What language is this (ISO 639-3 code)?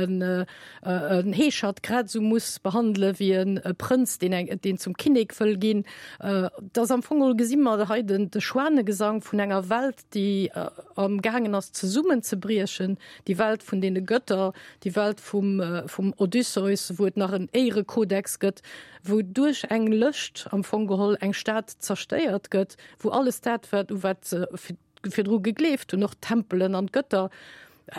ltz